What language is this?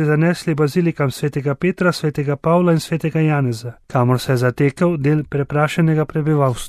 Slovenian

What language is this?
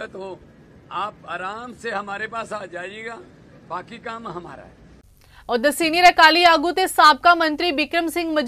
Punjabi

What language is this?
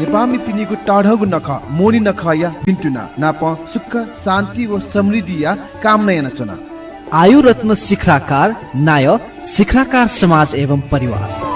Newari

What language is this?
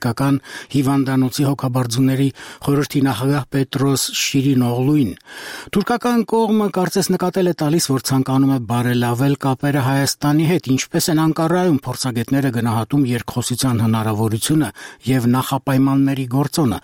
Armenian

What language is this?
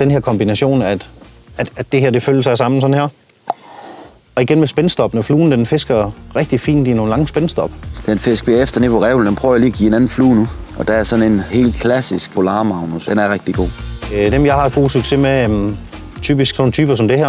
Danish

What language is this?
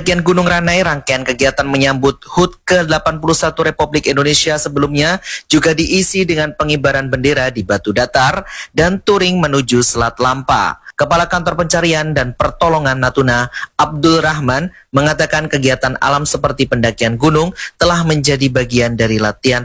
Indonesian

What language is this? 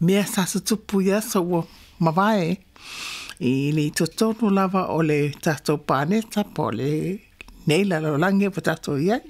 Samoan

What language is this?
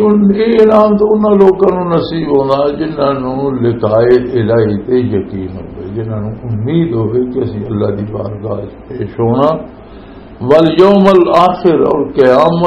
Western Panjabi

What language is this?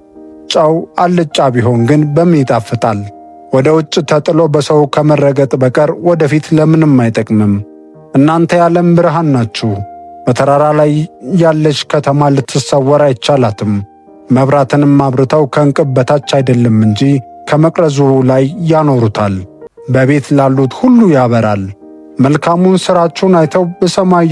Amharic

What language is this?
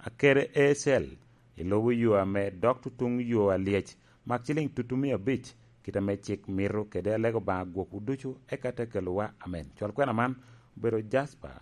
Lango (Uganda)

